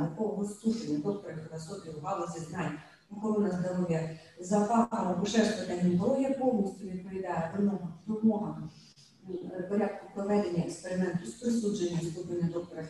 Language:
Ukrainian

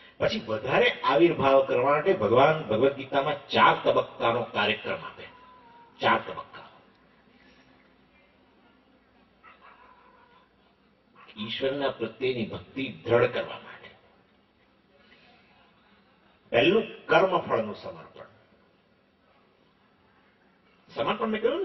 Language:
Gujarati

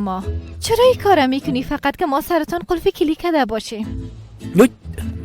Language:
Persian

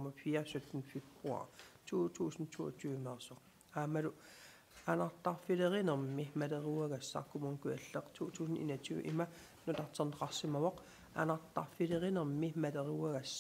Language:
Kalaallisut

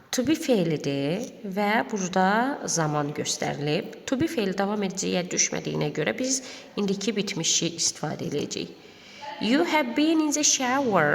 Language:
Azerbaijani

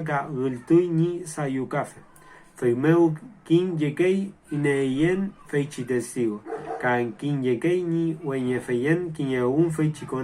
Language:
Mapuche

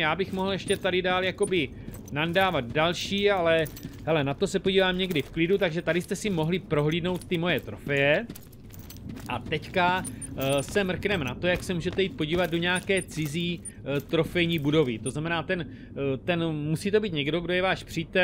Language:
Czech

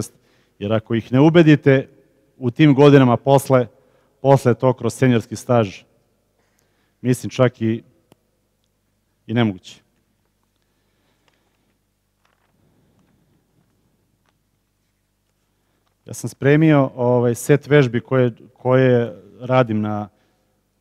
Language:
Serbian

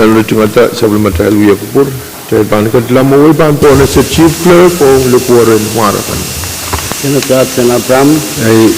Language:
Pohnpeian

